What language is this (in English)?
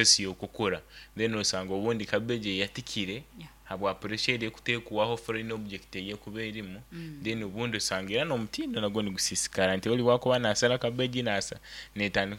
Nyoro